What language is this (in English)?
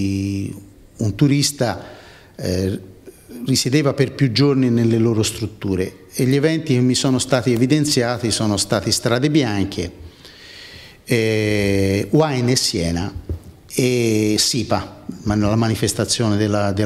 Italian